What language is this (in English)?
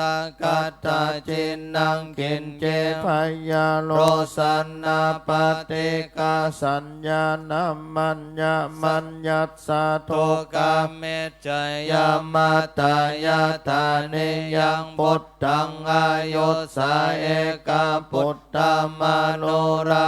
Pali